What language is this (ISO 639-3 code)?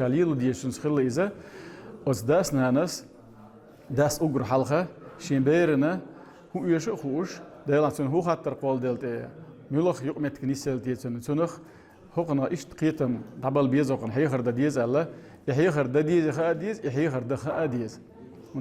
che